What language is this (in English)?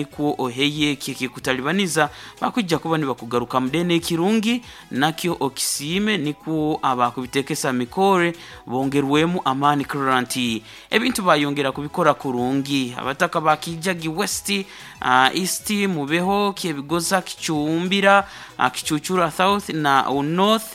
Nyoro